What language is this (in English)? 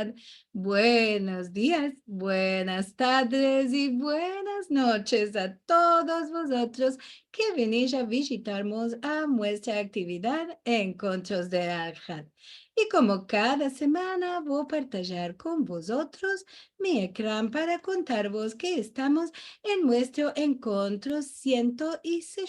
Ladino